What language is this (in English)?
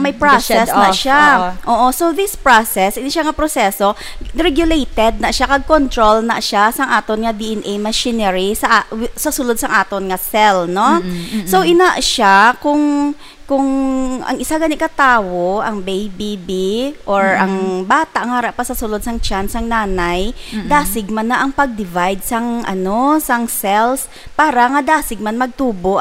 Hiligaynon